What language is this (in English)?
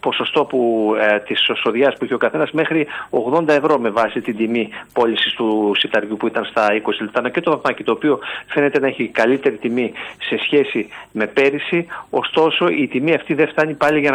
Greek